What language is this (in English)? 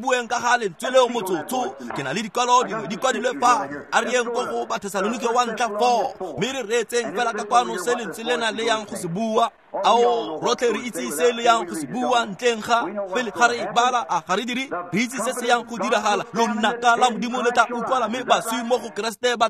Tswana